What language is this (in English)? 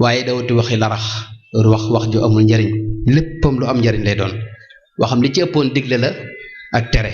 Wolof